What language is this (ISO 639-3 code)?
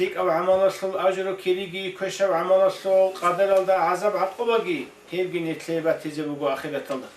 ava